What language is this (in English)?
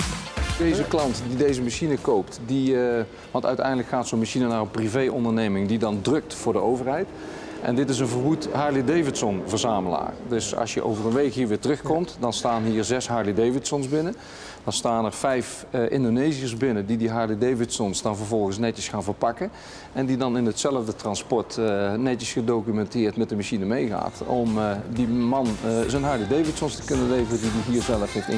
Dutch